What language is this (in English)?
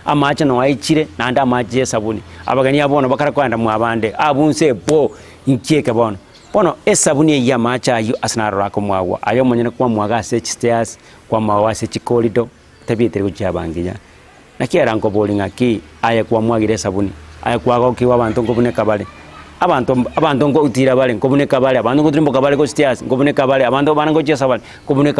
Gusii